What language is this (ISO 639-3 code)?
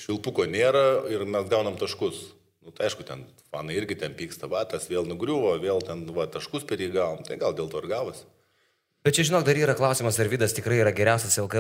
lit